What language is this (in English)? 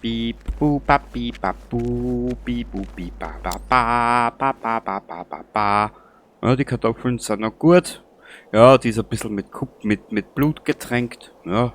Bavarian